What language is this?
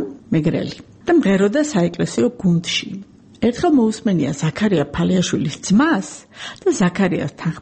Georgian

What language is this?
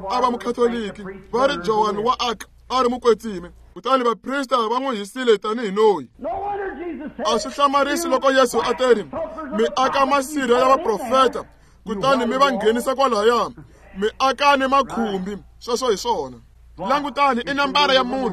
Tsonga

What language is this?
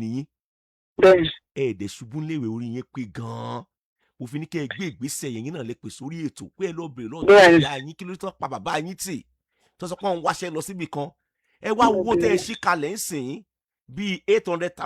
Yoruba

